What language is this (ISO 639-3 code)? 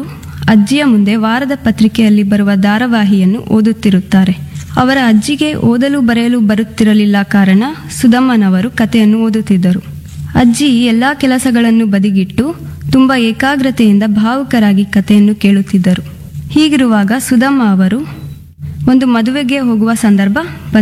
kan